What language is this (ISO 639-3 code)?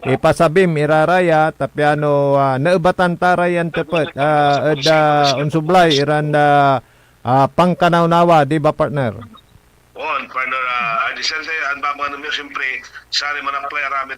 pag